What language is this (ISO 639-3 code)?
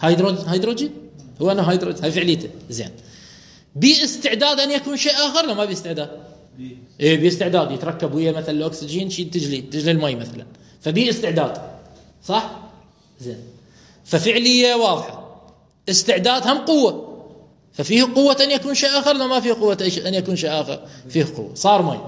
acm